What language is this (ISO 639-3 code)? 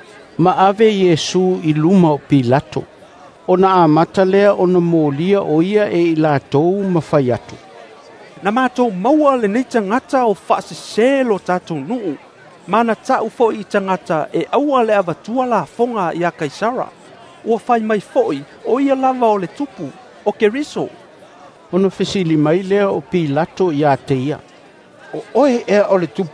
smo